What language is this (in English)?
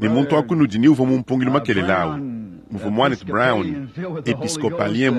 Luba-Lulua